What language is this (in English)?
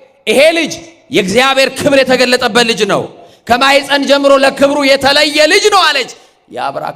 Amharic